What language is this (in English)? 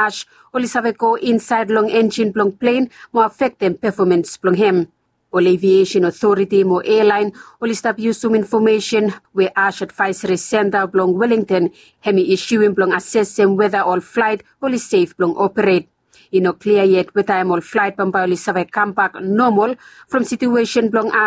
Bislama